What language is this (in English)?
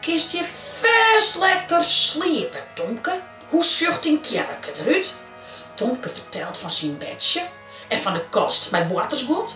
Western Frisian